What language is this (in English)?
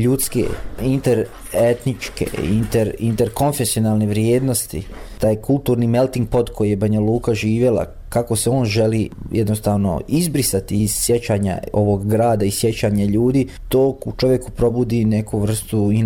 Croatian